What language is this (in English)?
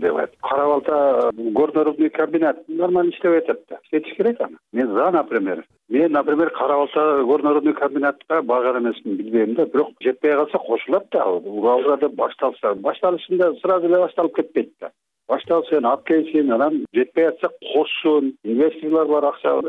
Kyrgyz